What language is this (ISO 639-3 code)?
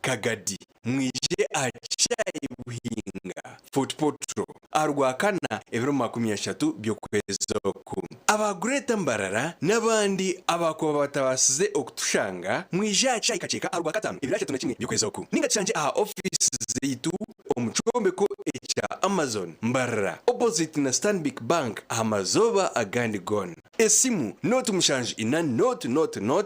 nyn